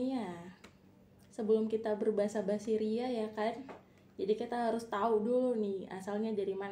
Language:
Indonesian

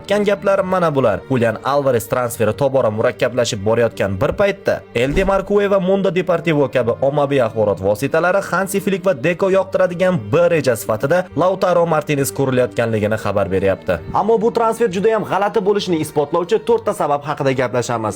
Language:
Uzbek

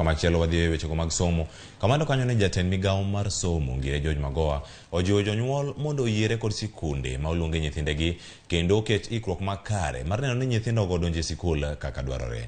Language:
Luo (Kenya and Tanzania)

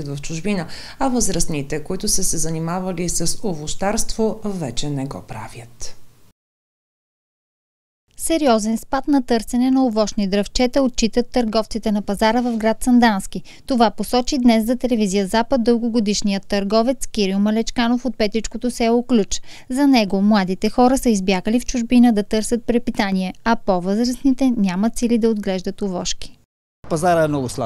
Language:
Bulgarian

